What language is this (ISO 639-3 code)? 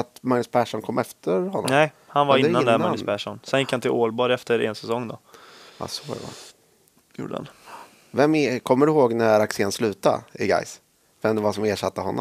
swe